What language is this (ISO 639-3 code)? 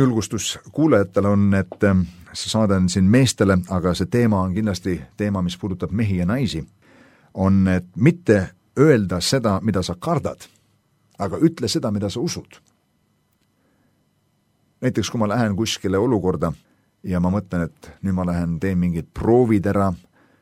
est